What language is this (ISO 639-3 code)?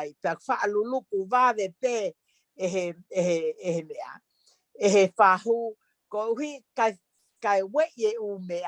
ton